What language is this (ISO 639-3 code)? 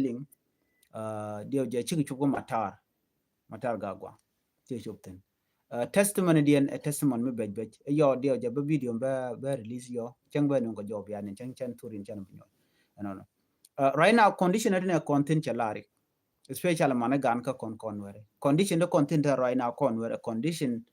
nus